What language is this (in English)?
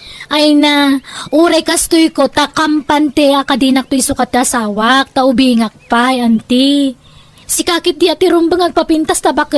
Iloko